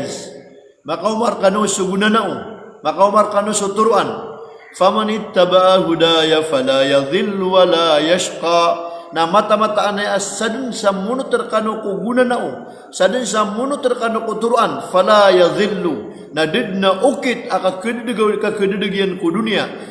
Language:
Maranao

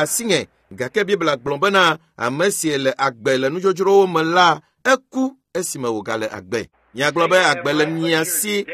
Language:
Ewe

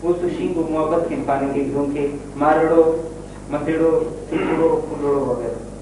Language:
Brahui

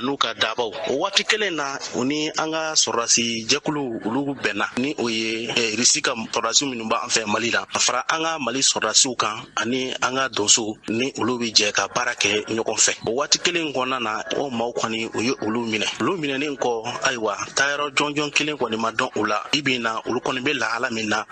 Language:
Bambara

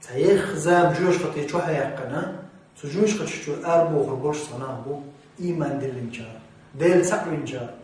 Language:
Chechen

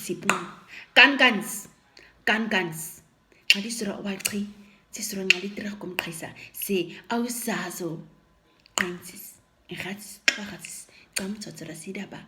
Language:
Nama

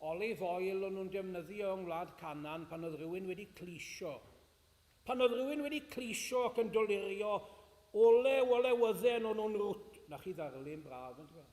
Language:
Welsh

